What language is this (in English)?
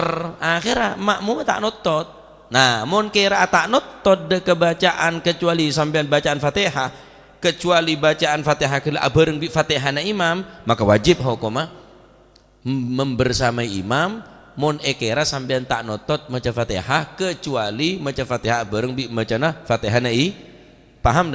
Madurese